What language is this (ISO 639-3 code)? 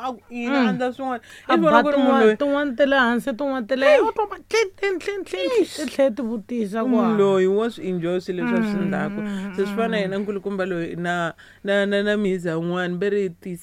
tso